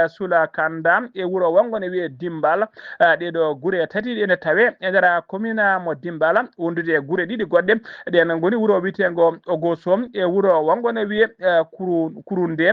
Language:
Fula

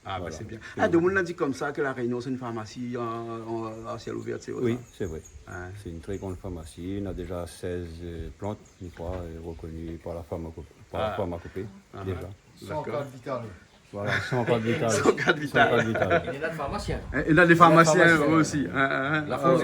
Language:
Réunion Creole French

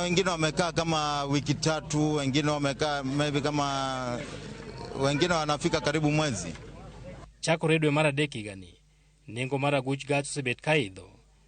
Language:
Luo (Kenya and Tanzania)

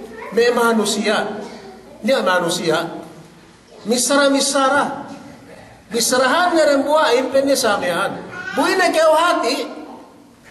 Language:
Yakan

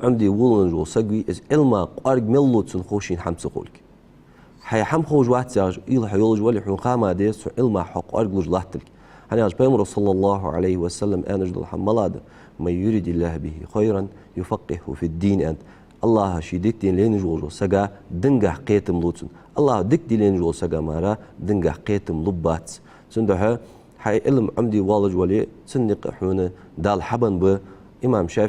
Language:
Ingush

